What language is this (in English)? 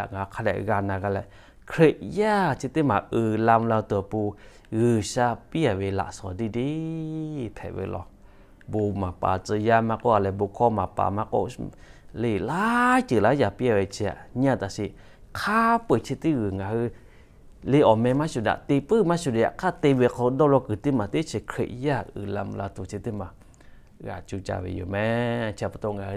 Lahu